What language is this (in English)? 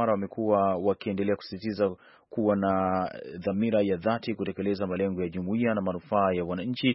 Swahili